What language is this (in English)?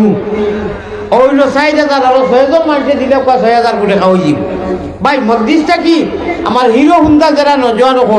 Sylheti